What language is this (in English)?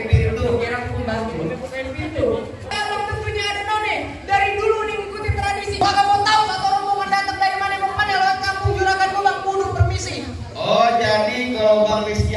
Betawi